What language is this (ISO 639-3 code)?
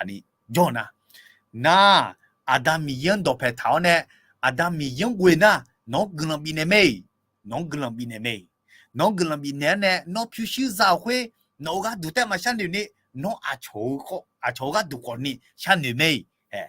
ahk